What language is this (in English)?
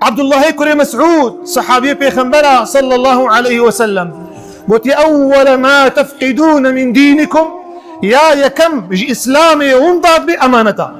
Kurdish